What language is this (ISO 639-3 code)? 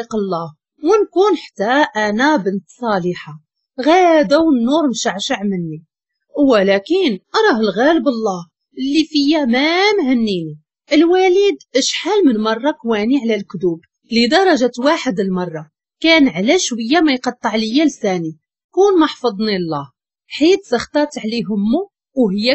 ary